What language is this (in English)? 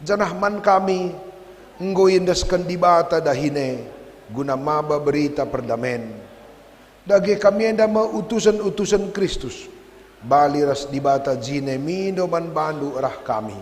Batak Karo